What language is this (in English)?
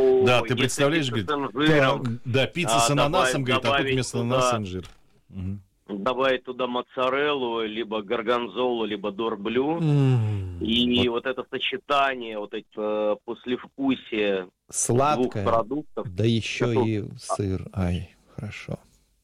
Russian